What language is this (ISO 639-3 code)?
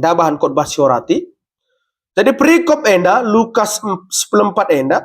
btx